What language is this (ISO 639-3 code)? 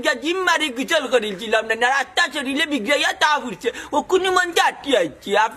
syl